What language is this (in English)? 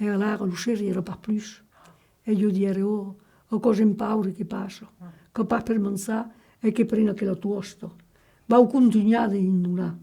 Occitan